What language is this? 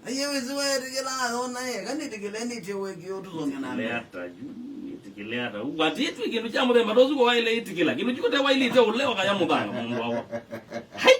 Kamba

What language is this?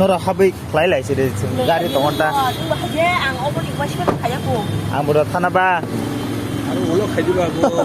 Kok Borok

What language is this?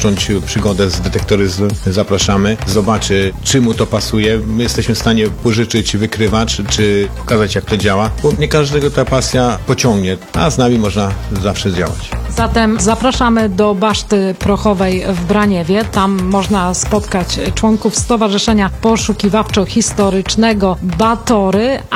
Polish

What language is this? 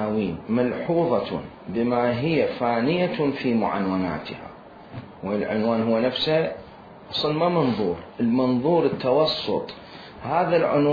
Mesopotamian Arabic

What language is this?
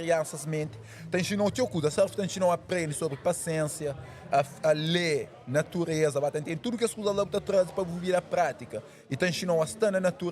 Kabuverdianu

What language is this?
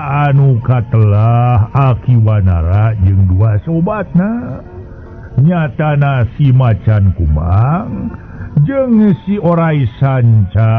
Sundanese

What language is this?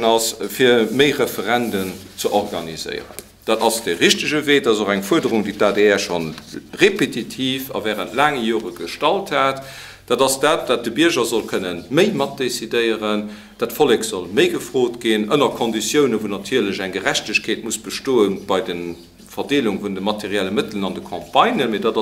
Luxembourgish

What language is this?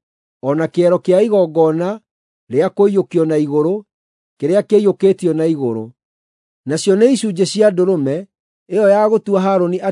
Kikuyu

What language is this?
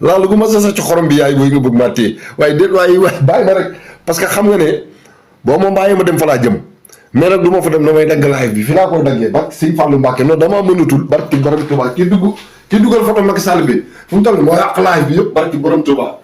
Wolof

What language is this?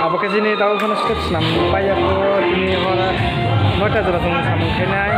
Kok Borok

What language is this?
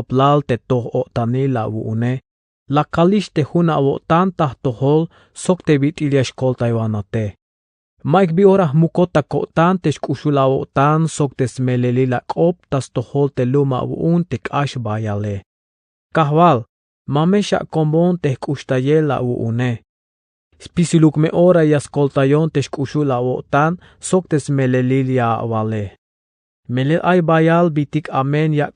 Tzeltal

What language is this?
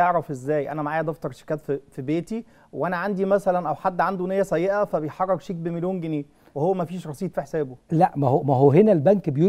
Egyptian Arabic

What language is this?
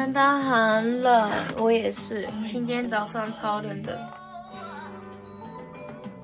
Chinese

